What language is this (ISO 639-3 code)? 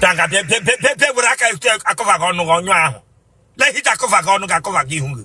ibo